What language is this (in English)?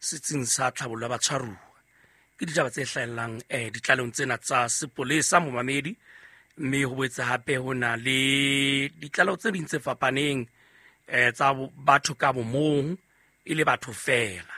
Southern Sotho